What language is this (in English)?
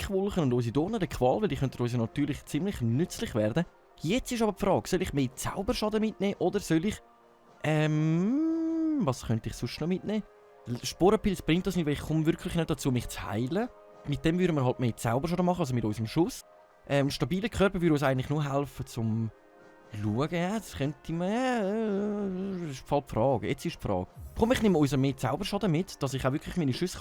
Swiss German